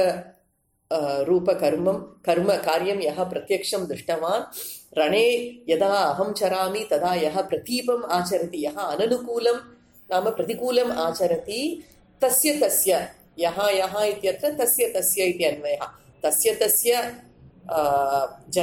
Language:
Sanskrit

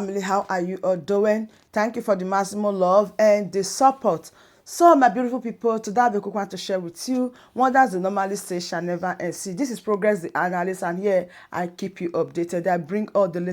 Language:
Nigerian Pidgin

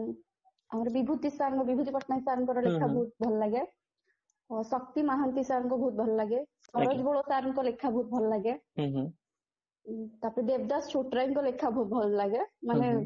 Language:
Odia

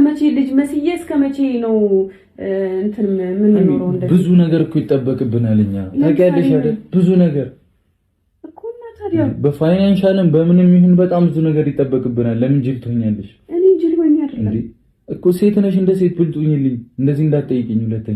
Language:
Amharic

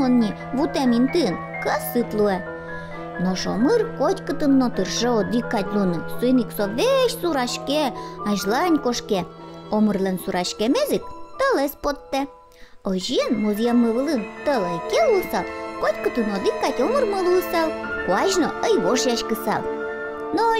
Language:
Udmurt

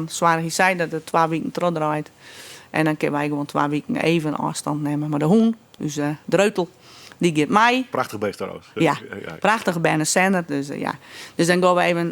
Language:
Western Frisian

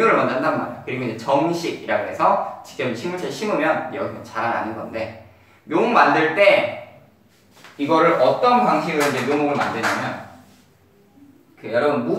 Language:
Korean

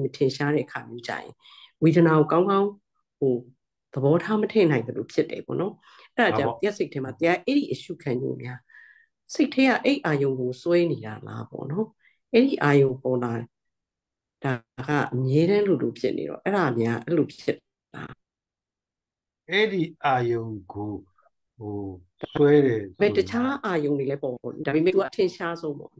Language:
Burmese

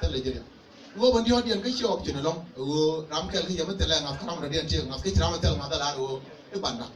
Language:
Nuer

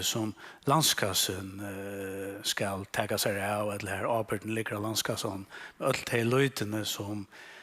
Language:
Faroese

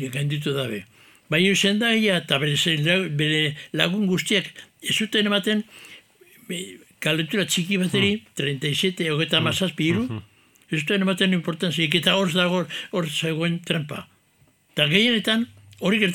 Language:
Basque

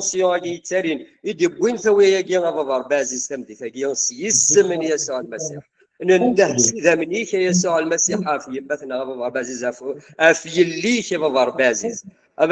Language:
Kabyle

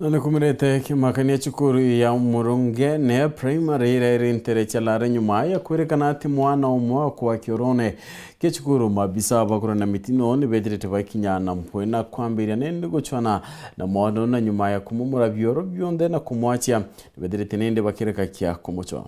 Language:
Meru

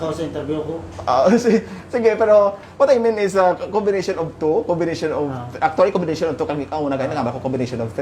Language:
Hiligaynon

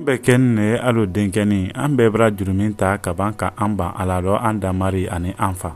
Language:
Mandingo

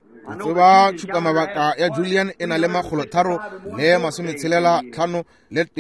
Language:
Northern Sotho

